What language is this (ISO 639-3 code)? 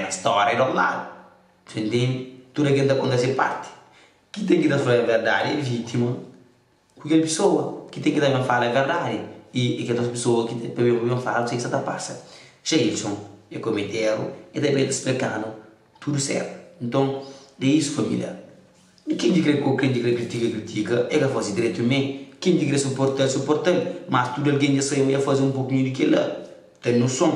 kea